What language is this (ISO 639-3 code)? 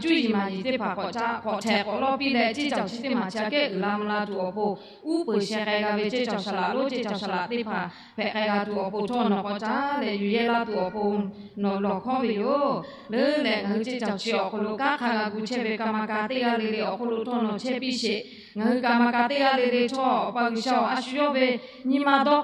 lhu